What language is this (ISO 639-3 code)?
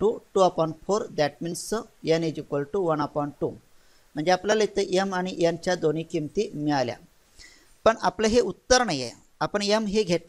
mar